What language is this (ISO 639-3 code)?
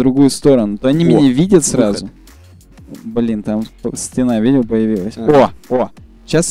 rus